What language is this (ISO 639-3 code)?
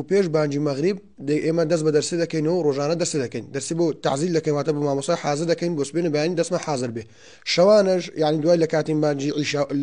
ckb